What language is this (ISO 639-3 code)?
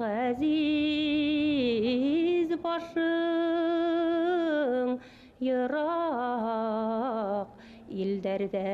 bak